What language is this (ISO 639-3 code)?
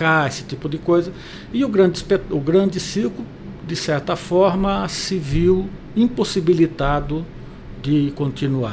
por